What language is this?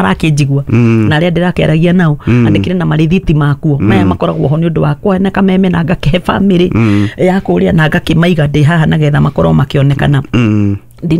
Kikuyu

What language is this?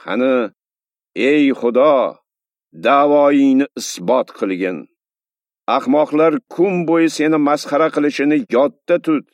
Uzbek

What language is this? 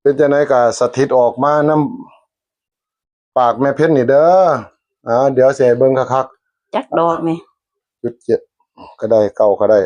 Northeastern Thai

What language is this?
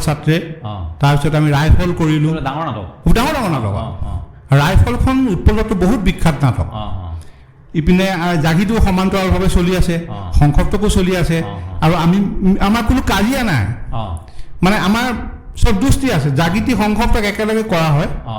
Assamese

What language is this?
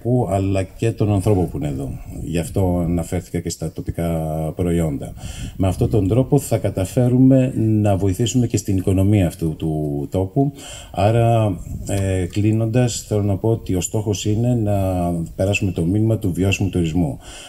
Greek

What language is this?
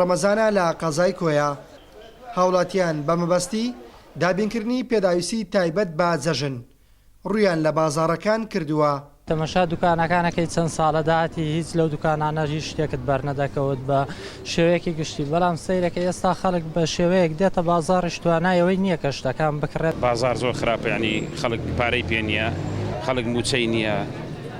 Central Kurdish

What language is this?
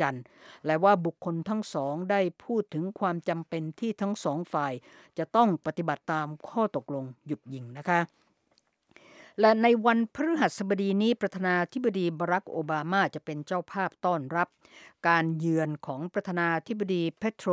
Thai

